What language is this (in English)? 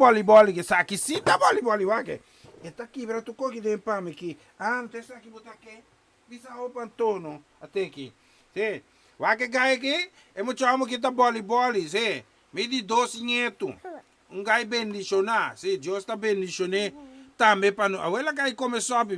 Papiamento